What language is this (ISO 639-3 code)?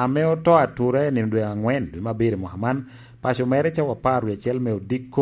laj